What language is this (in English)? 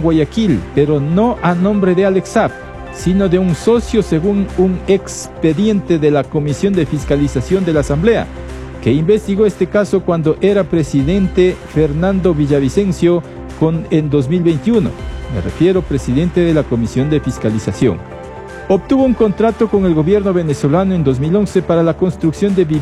Spanish